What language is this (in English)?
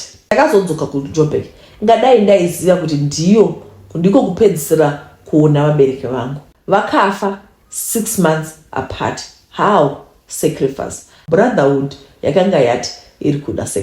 Shona